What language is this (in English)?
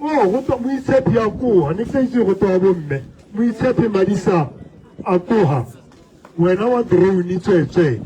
Tswana